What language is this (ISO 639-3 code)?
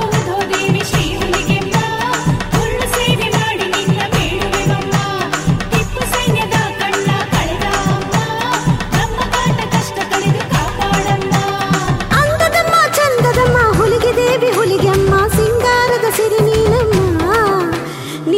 kan